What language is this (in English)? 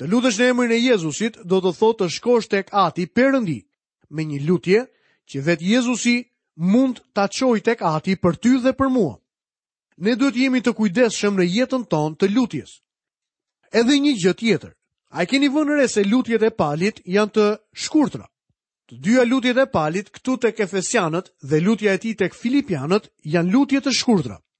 Albanian